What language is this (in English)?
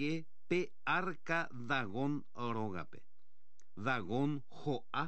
Guarani